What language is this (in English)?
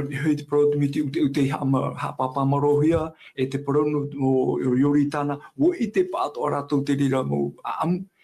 Tahitian